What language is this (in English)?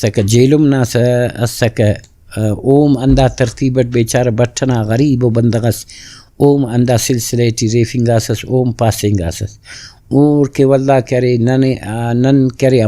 Brahui